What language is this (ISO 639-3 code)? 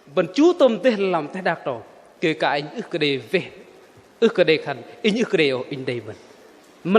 bdq